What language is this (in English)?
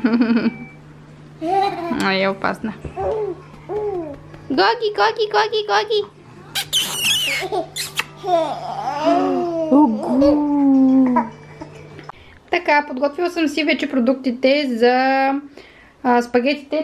Bulgarian